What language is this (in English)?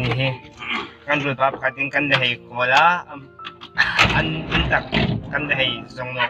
Hmar